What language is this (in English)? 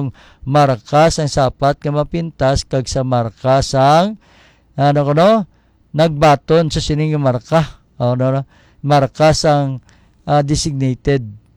Hiligaynon